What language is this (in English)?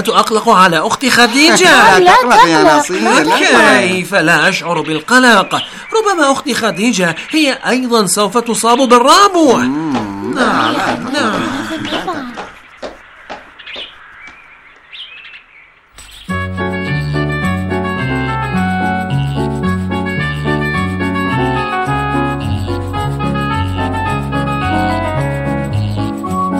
Arabic